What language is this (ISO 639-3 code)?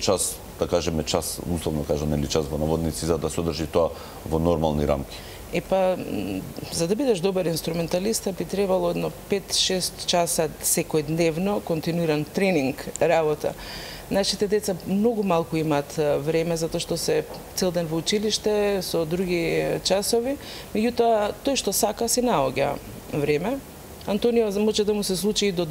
mkd